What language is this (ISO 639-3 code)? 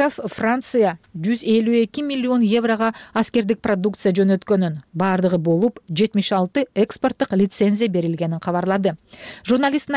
kir